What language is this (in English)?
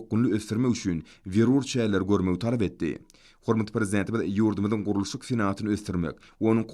Turkmen